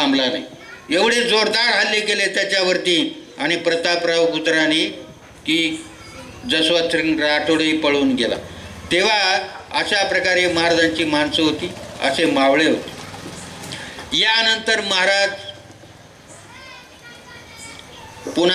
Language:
Marathi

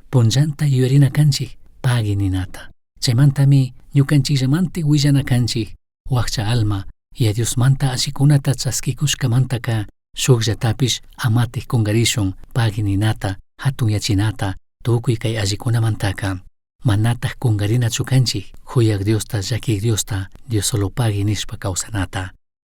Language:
Chimborazo Highland Quichua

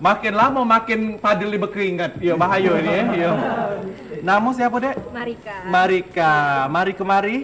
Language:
Musi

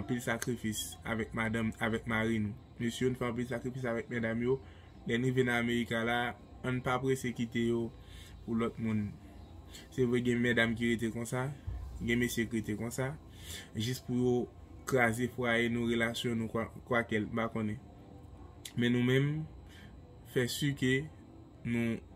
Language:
Haitian Creole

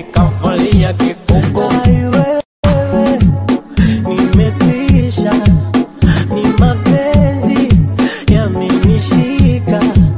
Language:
Swahili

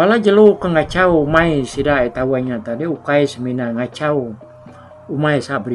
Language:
Iban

